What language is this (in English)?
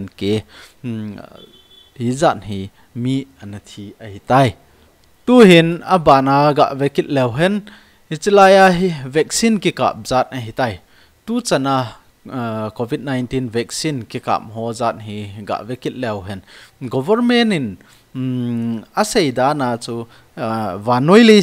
Thado Chin